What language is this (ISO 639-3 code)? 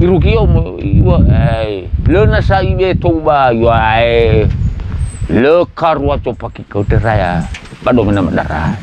nia